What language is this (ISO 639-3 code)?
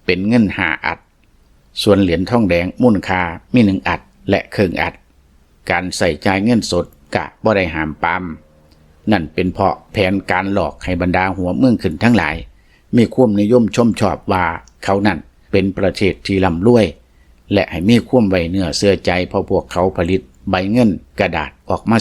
lao